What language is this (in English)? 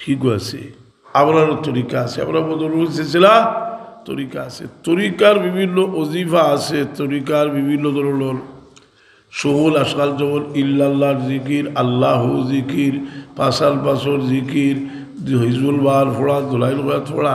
Sylheti